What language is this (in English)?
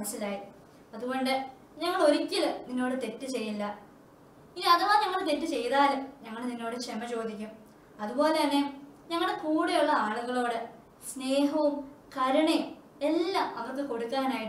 Malayalam